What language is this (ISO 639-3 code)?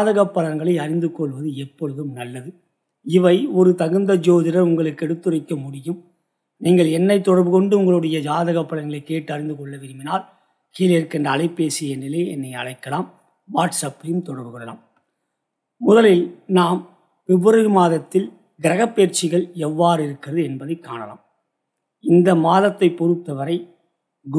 tam